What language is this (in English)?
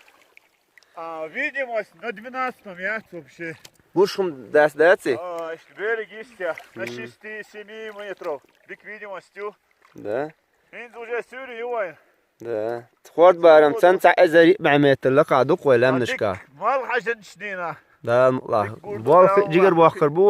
Chechen